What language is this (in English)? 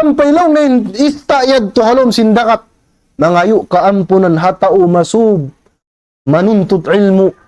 Tausug